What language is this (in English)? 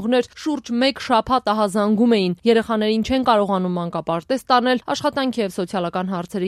Armenian